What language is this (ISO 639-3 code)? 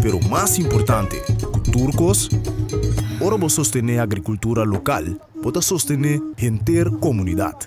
pap